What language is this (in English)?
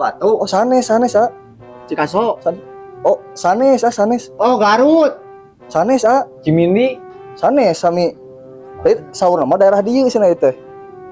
Sundanese